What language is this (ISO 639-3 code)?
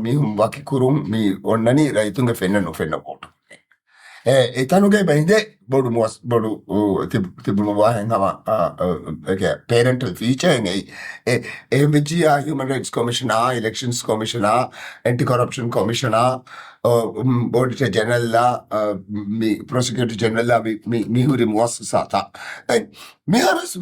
div